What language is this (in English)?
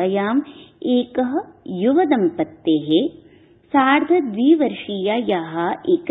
Sanskrit